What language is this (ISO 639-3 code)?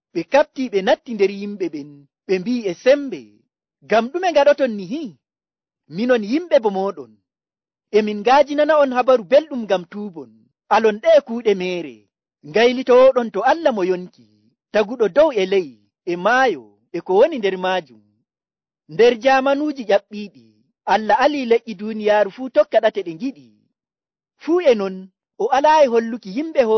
fuv